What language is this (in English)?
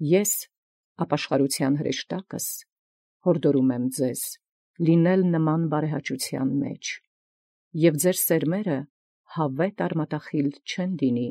Armenian